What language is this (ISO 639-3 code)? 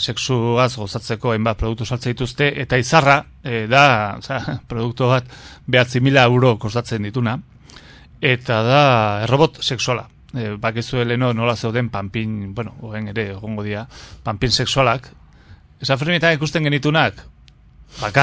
eus